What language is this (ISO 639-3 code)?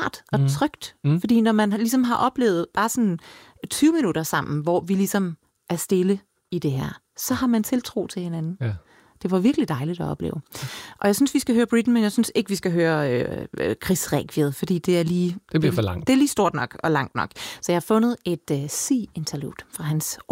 dan